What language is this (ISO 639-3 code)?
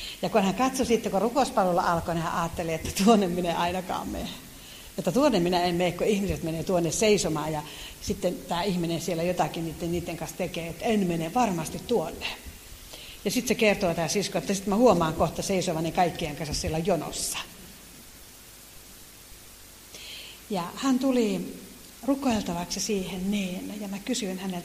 fin